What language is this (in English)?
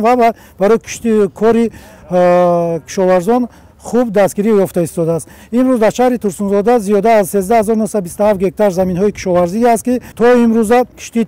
Tajik